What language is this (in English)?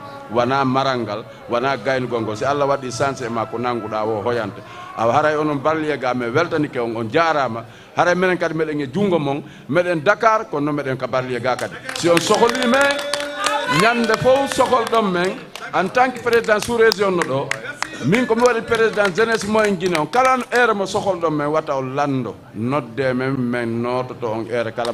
Fula